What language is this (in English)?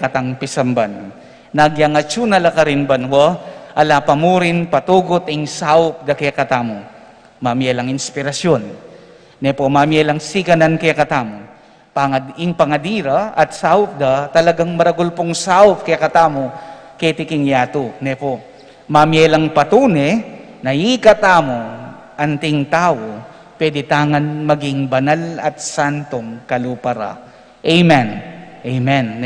Pampanga